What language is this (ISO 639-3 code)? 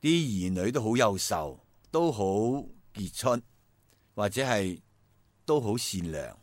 yue